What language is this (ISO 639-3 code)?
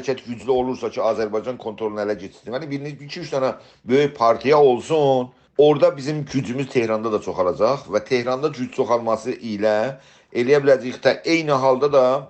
azb